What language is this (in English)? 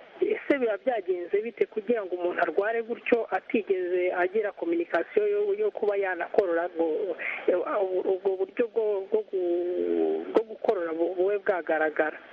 Kinyarwanda